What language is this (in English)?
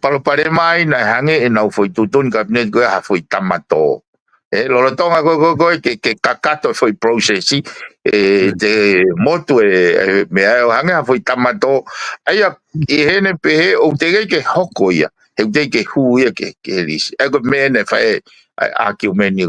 Tongan